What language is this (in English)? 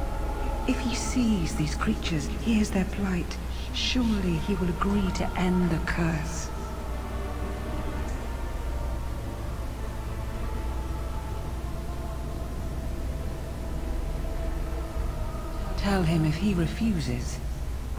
English